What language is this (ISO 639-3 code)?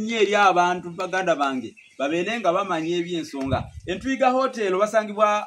lug